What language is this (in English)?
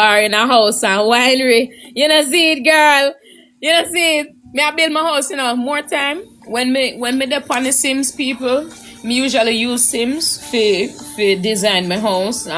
Jamaican Creole English